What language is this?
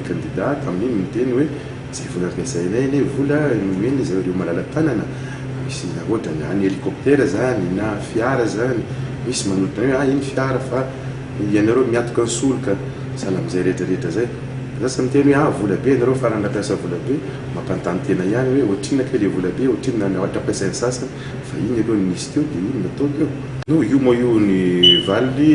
Malagasy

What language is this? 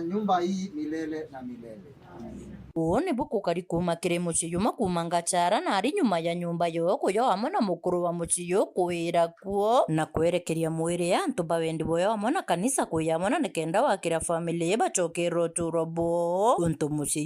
Meru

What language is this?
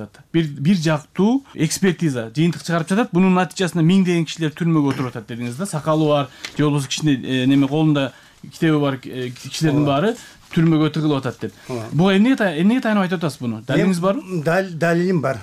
Kyrgyz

